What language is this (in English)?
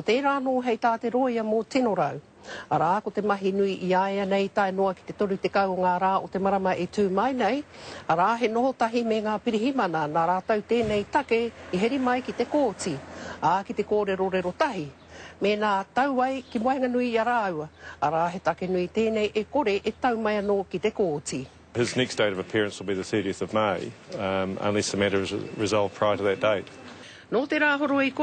Māori